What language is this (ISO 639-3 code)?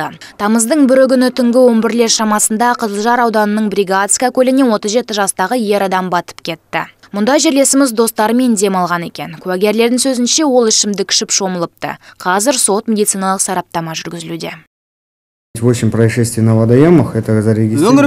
kaz